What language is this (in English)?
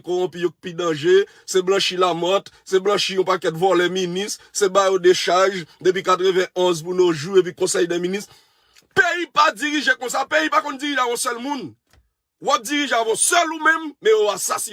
Haitian Creole